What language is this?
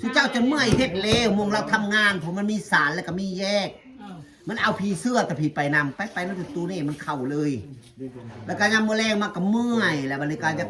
Northeastern Thai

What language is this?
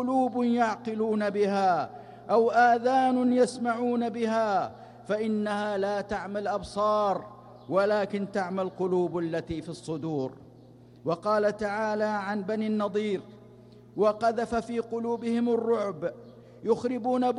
Arabic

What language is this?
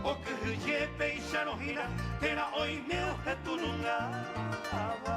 Guarani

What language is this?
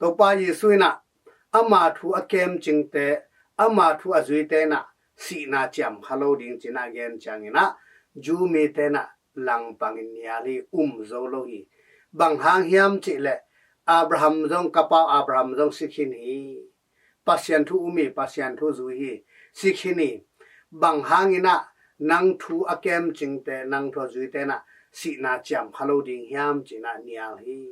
Tedim Chin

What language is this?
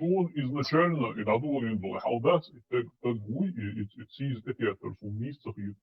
Chechen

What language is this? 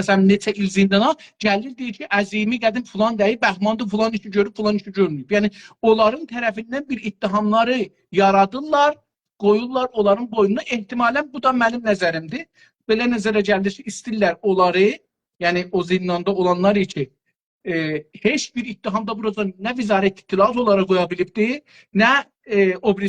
South Azerbaijani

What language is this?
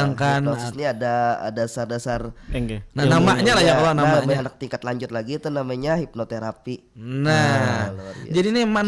Banjar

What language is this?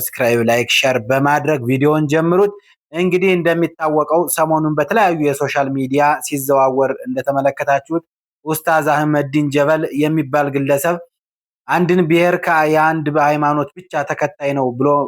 Amharic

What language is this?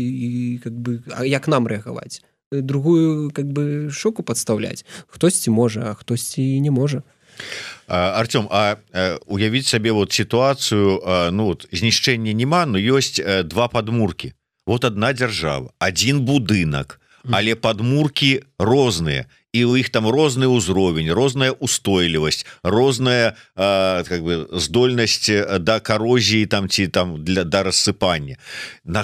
Belarusian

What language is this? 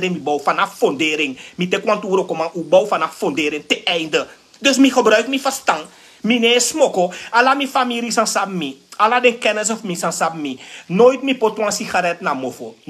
Sranan Tongo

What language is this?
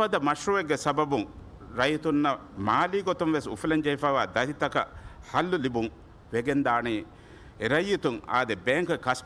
Divehi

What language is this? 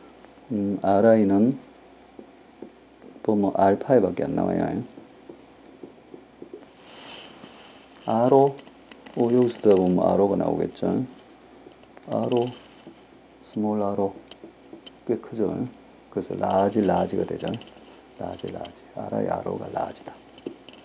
Korean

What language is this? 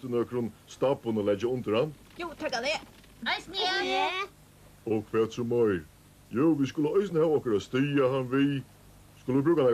Faroese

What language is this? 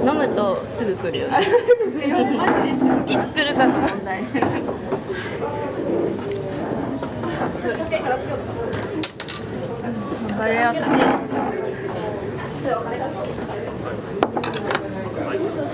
Japanese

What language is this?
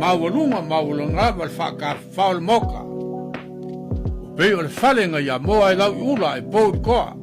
Samoan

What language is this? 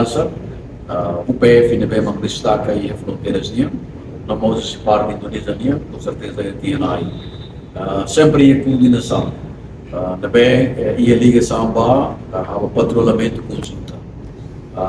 Tetum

